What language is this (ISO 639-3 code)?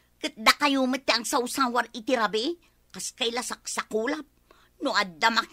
ilo